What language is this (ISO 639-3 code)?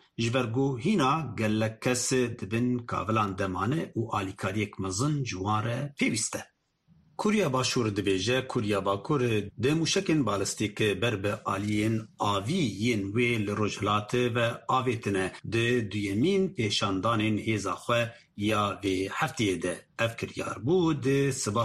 kur